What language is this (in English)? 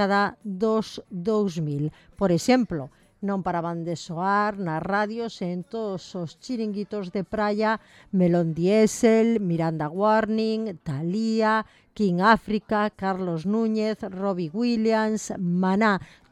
Galician